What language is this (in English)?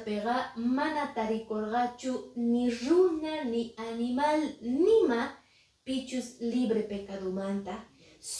Quechua